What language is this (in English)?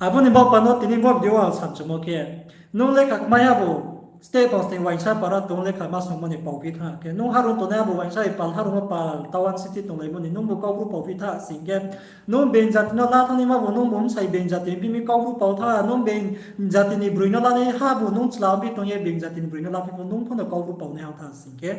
Riang (India)